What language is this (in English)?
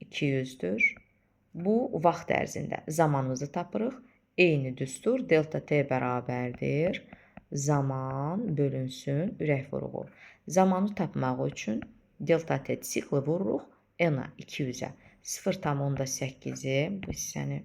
Azerbaijani